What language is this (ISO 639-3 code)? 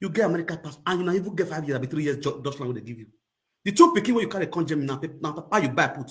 pcm